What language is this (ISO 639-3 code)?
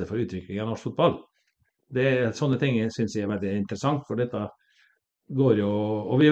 nor